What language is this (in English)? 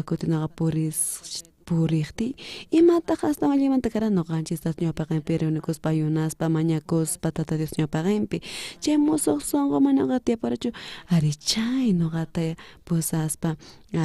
South Bolivian Quechua